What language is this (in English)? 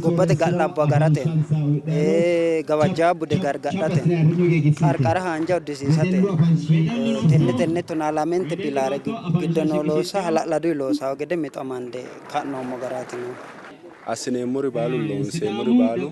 Sidamo